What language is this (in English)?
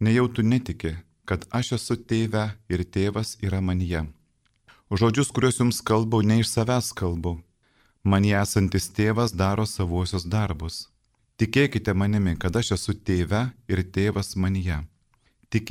Lithuanian